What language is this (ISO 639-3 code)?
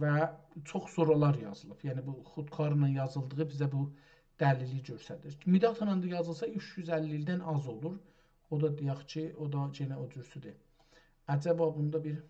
azb